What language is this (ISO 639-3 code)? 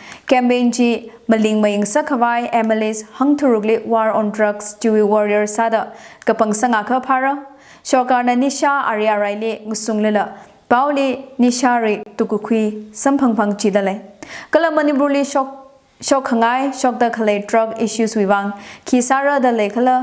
nmf